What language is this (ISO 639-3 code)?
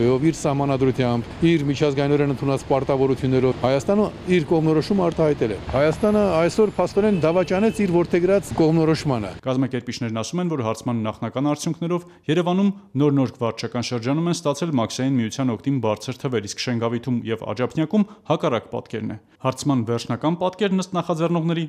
hye